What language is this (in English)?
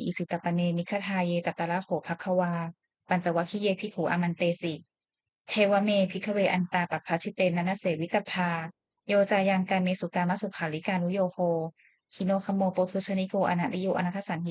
Pali